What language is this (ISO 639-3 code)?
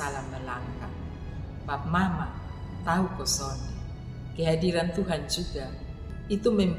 mkn